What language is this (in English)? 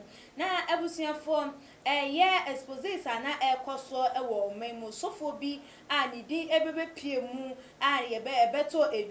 Akan